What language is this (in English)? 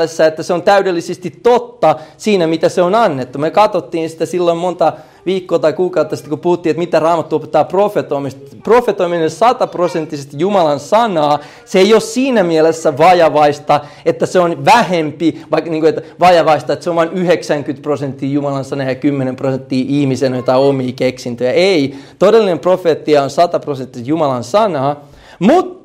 Finnish